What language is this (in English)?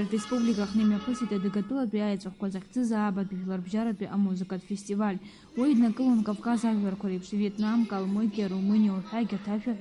Abkhazian